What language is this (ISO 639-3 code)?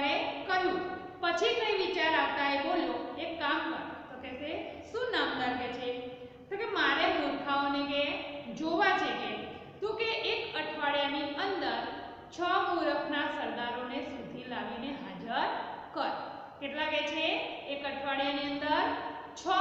guj